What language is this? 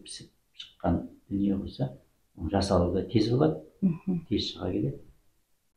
Kazakh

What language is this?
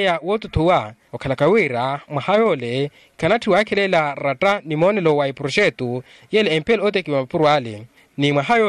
Makhuwa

